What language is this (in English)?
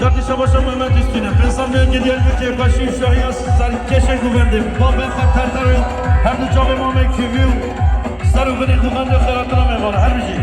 Kurdish